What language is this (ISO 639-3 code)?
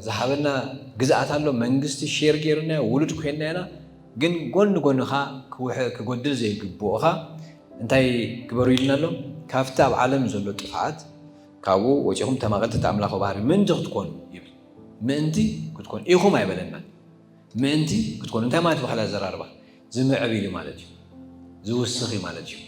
tir